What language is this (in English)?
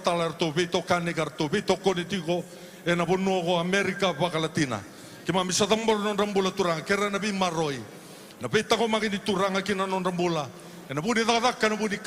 Fijian